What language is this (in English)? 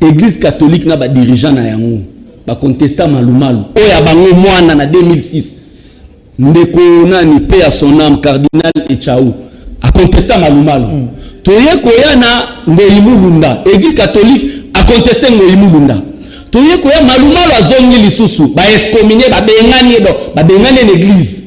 Lingala